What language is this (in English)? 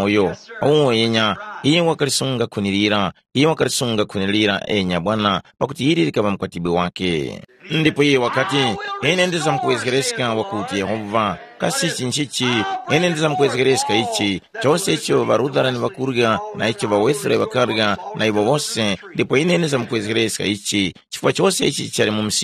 Tumbuka